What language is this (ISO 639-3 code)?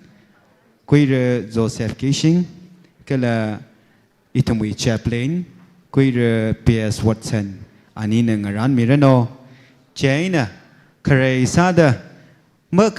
nmf